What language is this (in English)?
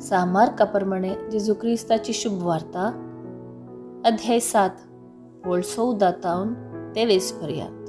Konkani